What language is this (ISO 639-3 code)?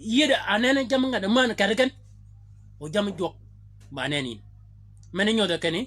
shk